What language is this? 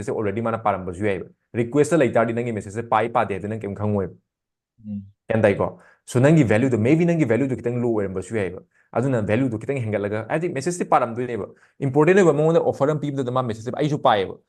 Manipuri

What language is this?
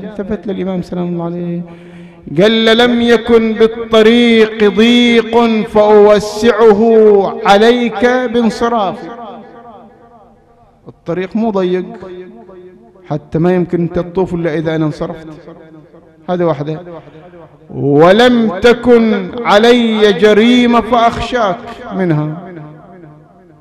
Arabic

